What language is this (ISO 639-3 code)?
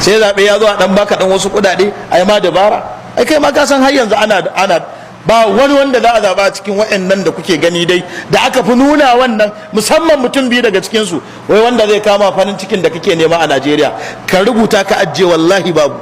hau